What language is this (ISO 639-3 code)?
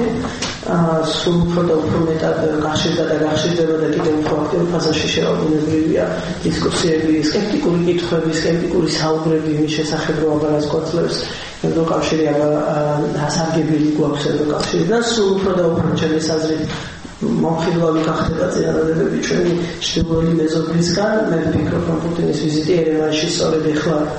kat